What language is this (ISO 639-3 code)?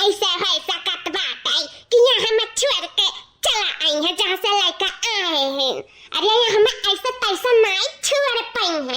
awa